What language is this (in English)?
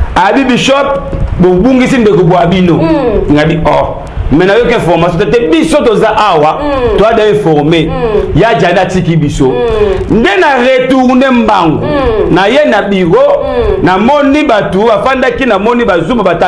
Lingala